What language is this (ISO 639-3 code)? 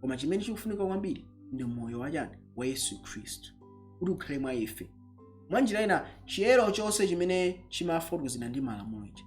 nya